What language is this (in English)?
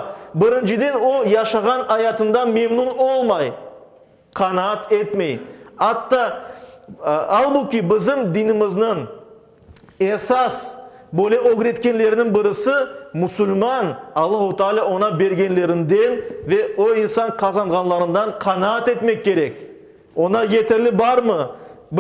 Crimean Tatar